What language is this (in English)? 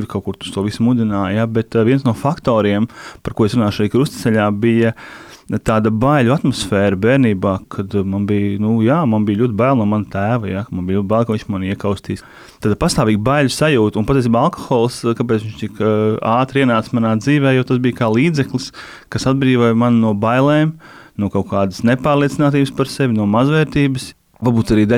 Latvian